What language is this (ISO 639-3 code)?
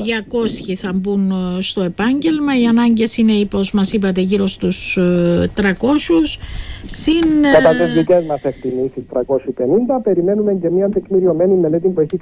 ell